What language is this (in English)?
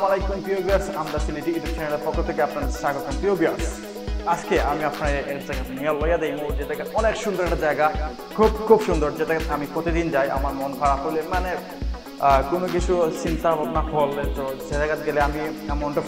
Sylheti